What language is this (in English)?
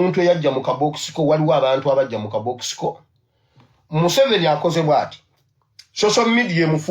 Ganda